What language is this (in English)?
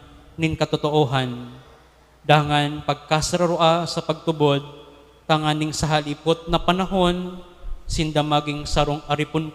Bikol